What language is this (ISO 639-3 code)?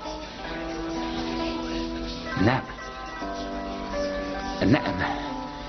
hun